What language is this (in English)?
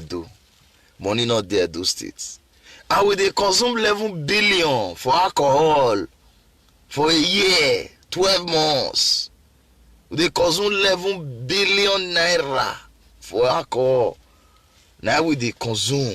Nigerian Pidgin